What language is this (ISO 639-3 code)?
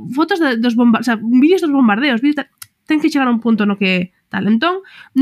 glg